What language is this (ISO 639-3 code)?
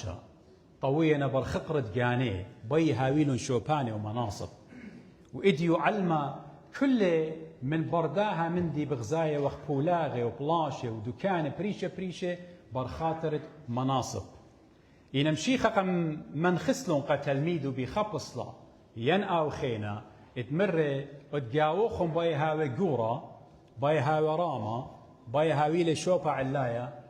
aii